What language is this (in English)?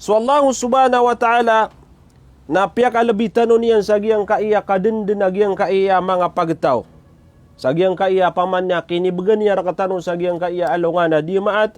Maranao